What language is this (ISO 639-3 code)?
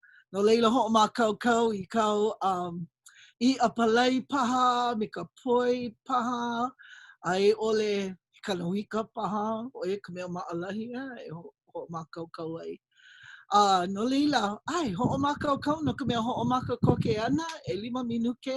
haw